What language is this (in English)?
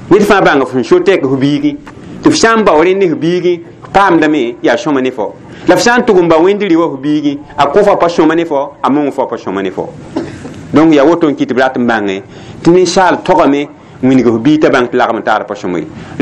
Mossi